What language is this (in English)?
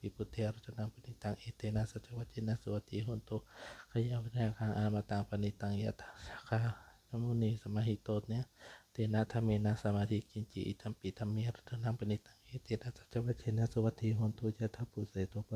Pali